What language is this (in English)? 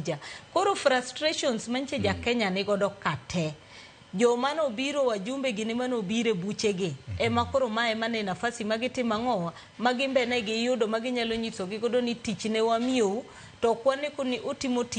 Luo (Kenya and Tanzania)